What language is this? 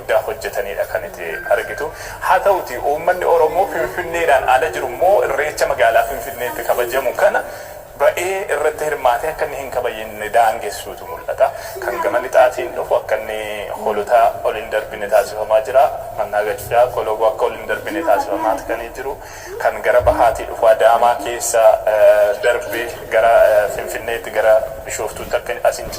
Oromo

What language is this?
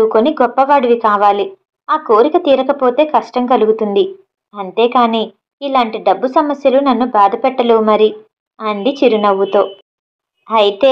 Telugu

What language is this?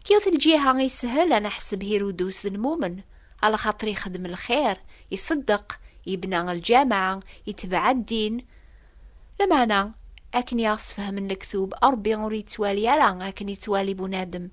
Kabyle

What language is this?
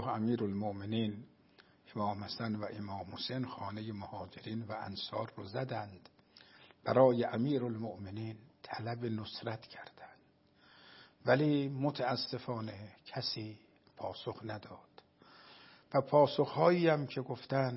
Persian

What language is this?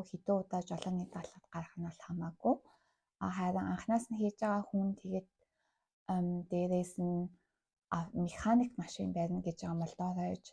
Mongolian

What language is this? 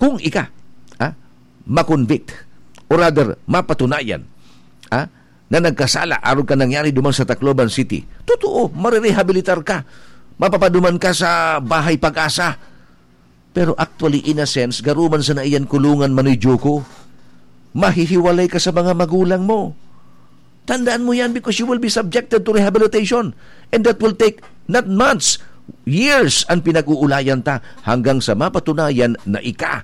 Bikol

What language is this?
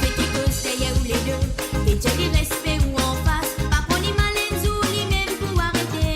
Morisyen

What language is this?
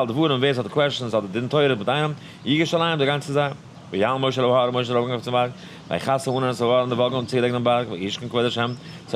Yiddish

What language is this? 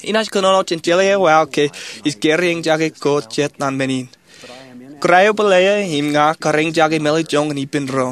Marshallese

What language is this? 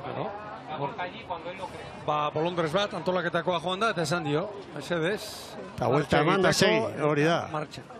Basque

